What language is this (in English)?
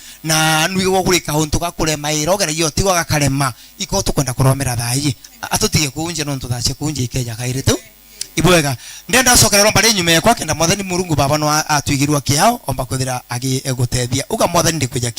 Meru